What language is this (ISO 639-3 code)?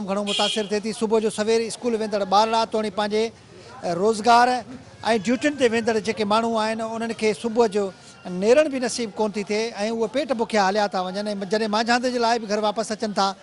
snd